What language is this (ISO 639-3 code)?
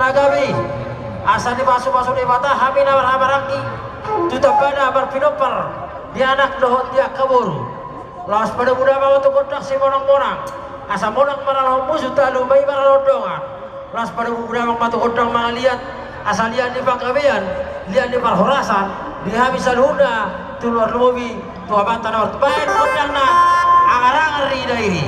bbc